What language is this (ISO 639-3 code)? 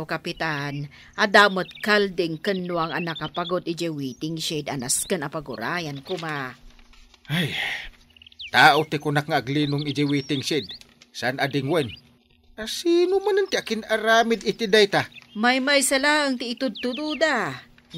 ilo